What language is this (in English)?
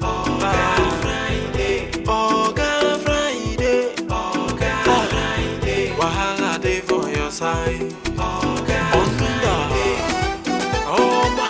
Nigerian Pidgin